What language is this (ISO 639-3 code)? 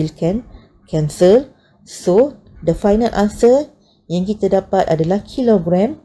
msa